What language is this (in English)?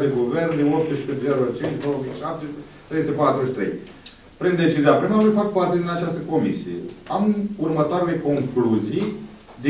Romanian